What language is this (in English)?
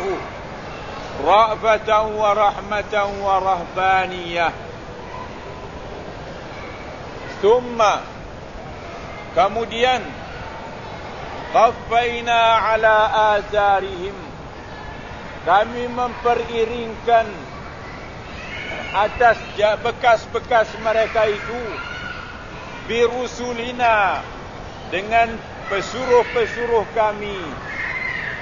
Malay